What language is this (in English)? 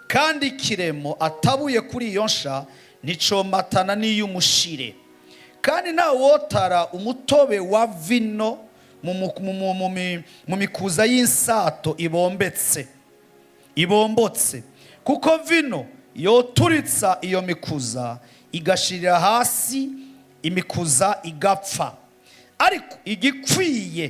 Rundi